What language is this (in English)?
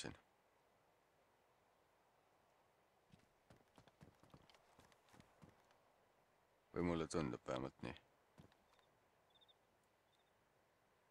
Estonian